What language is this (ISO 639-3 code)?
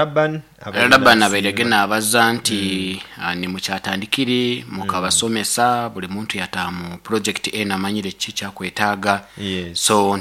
nyn